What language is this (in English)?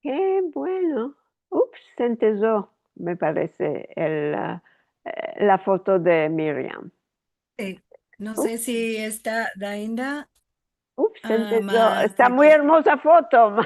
Ladino